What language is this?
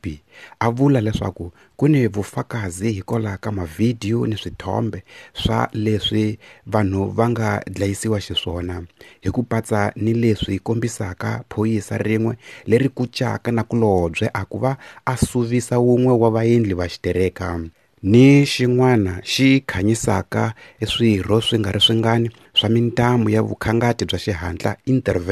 Tsonga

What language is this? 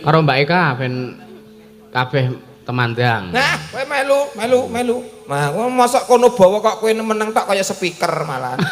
Javanese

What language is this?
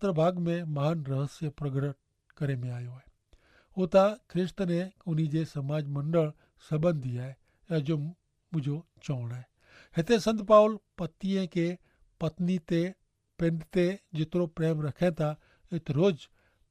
Kachhi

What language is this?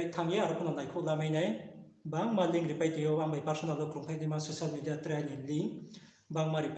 Riang (India)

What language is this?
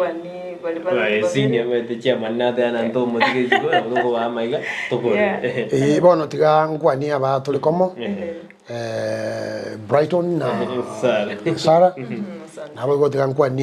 Gusii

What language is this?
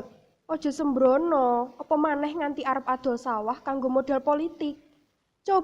Javanese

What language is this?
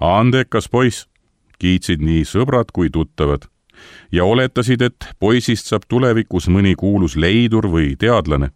Estonian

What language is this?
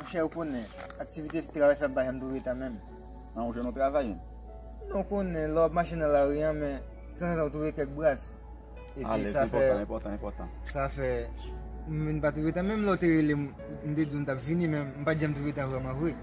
Haitian Creole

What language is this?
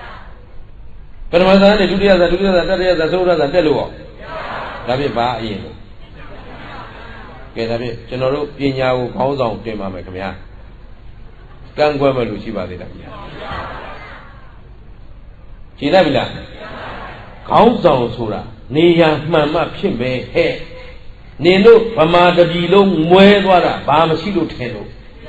Burmese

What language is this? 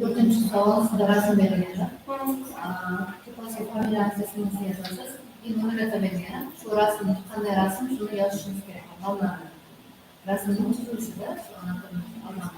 Kara-Kalpak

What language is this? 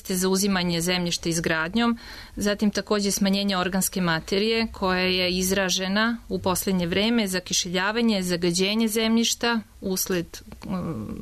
Serbian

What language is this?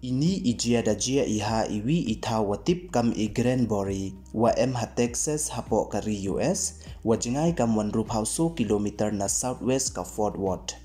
Pnar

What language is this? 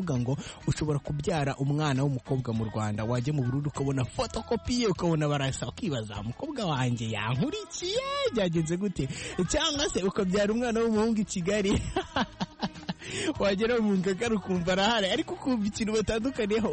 Kinyarwanda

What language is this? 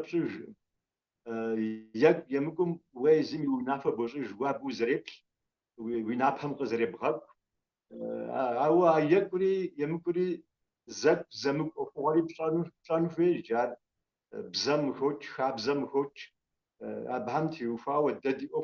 Kabardian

